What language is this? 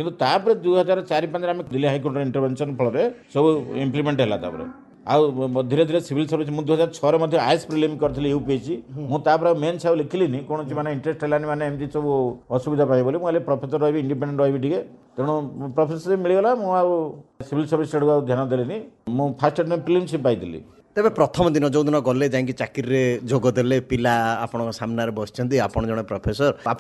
Odia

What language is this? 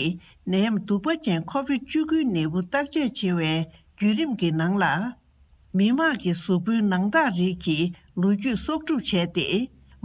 Tibetan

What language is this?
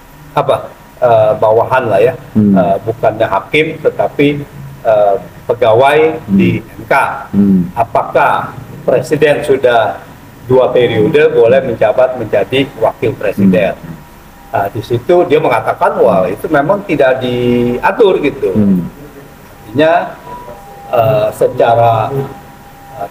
Indonesian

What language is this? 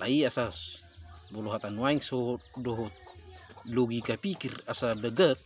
Batak Toba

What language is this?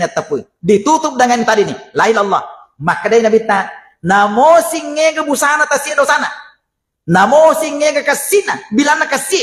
Buginese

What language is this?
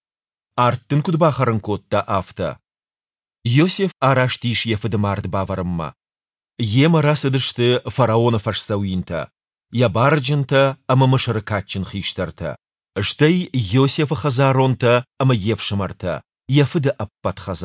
Ossetic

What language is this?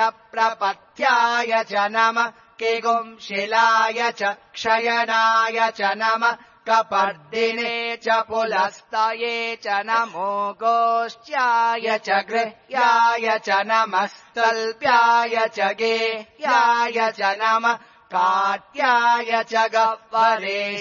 Sanskrit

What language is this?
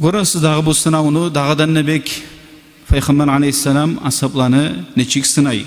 Kumyk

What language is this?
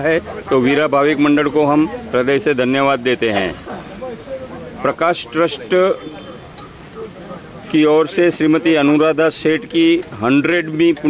Hindi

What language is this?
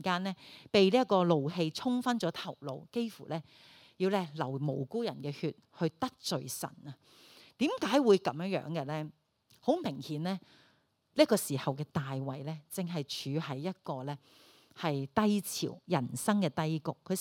Cantonese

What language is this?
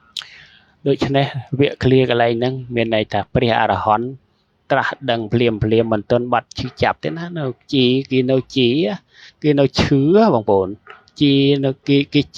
Khmer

